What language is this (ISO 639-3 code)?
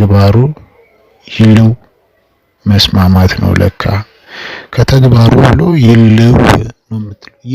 amh